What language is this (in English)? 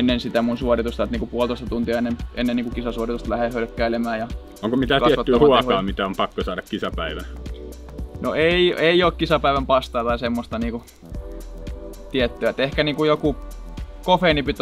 Finnish